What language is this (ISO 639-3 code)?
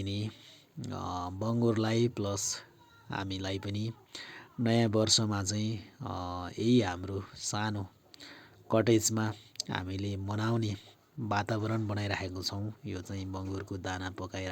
nep